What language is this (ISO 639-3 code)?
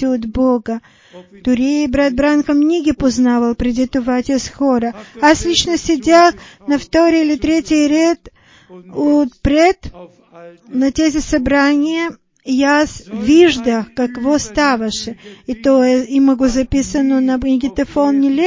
bul